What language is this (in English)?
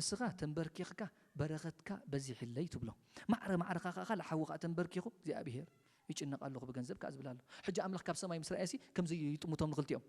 Tigrinya